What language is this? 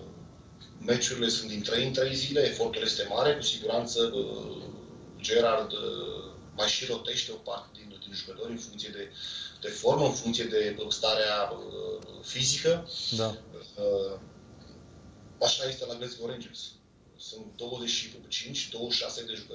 Romanian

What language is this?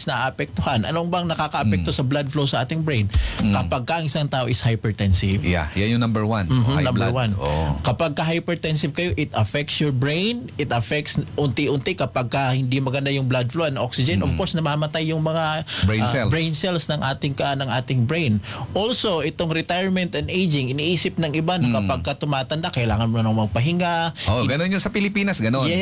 Filipino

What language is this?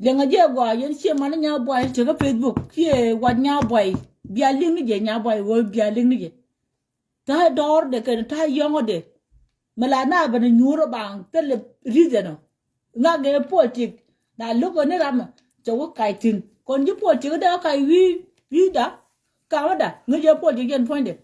Nuer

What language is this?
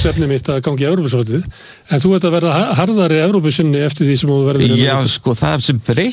Icelandic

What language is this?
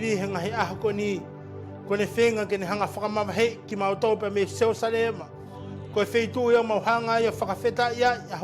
Tongan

